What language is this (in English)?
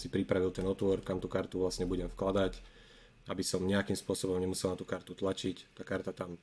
Slovak